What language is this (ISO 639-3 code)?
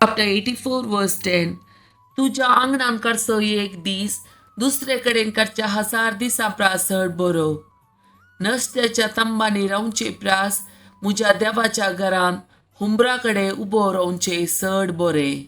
kok